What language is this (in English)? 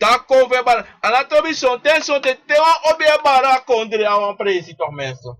Sranan Tongo